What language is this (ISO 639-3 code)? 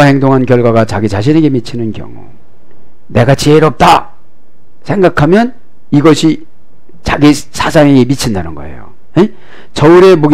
kor